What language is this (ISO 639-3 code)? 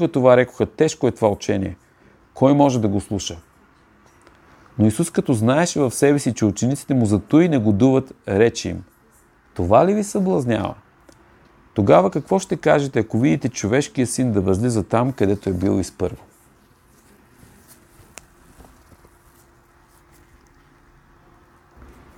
bul